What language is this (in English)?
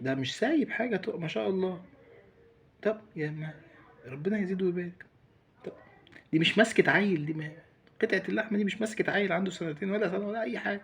Egyptian Arabic